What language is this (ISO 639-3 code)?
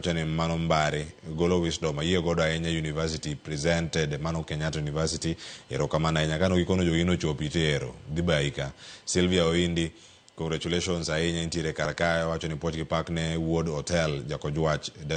luo